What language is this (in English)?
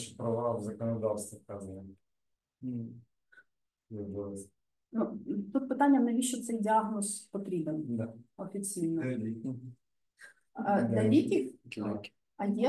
Ukrainian